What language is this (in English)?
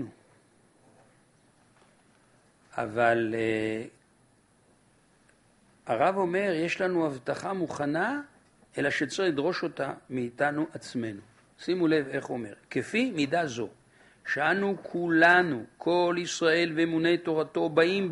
Hebrew